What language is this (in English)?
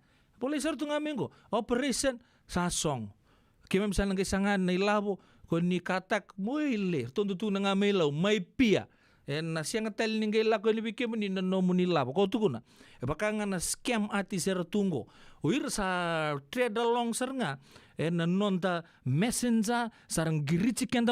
Fijian